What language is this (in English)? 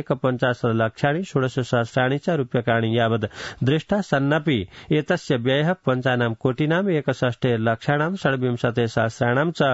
Sanskrit